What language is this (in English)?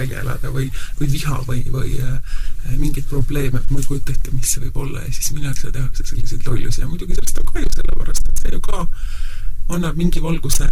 Estonian